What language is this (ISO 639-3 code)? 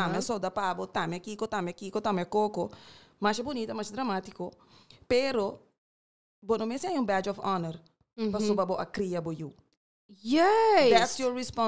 pap